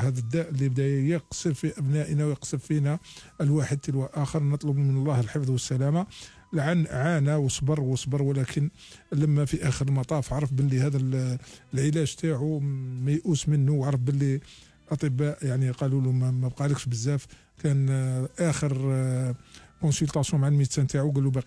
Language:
Algerian Arabic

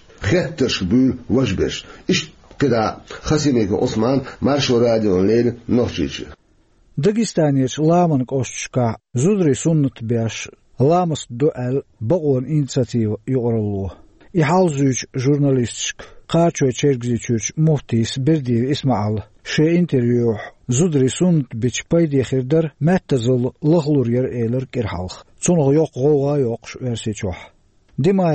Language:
Chechen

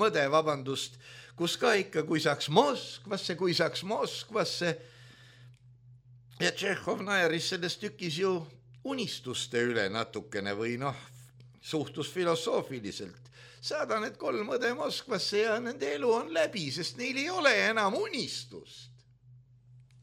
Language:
Estonian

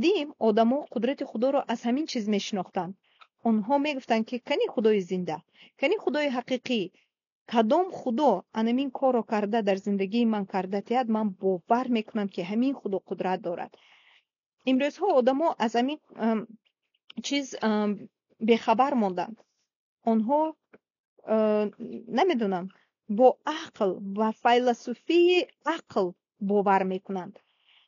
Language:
Tajik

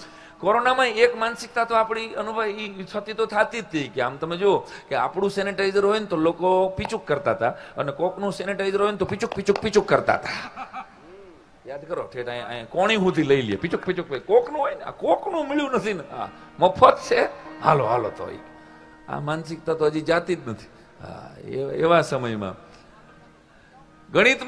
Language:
Gujarati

